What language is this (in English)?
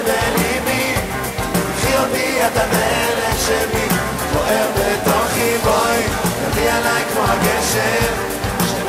Hebrew